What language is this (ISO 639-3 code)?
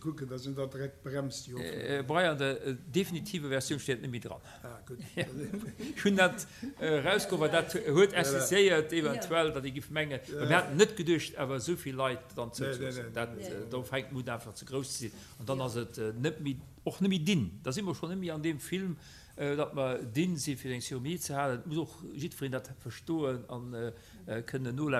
ltz